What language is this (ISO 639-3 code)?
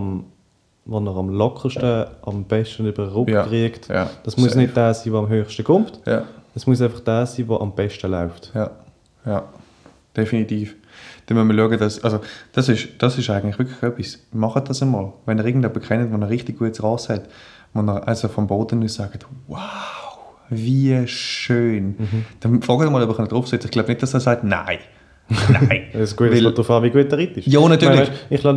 deu